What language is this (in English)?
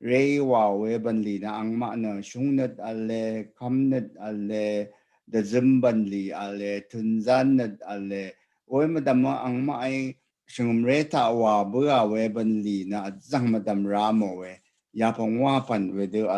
Rawang